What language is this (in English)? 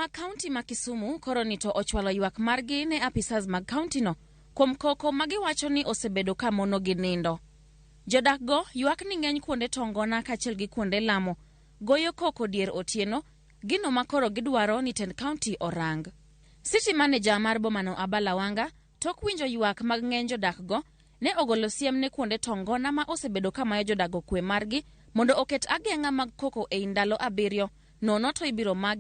Luo (Kenya and Tanzania)